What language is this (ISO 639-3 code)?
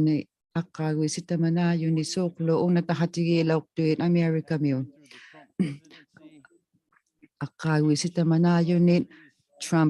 iku